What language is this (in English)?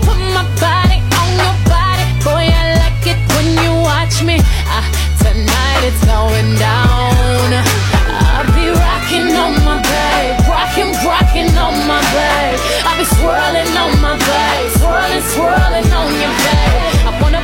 English